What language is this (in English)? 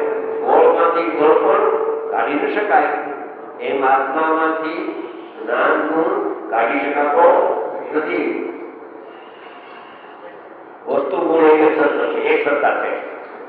Gujarati